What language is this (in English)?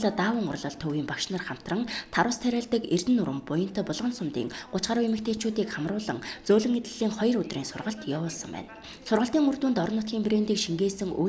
Mongolian